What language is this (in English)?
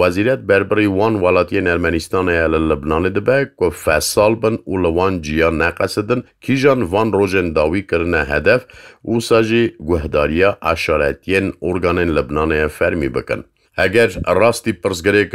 Kurdish